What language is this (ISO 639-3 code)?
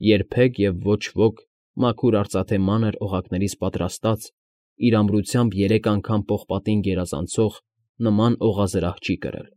hye